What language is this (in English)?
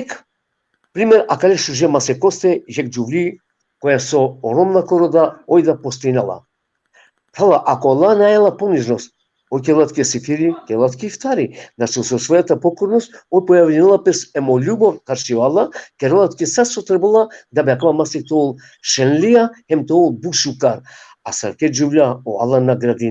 Balkan Romani